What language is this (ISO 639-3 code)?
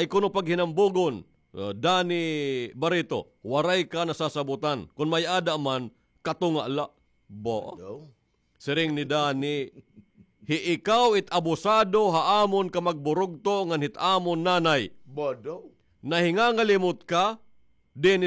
war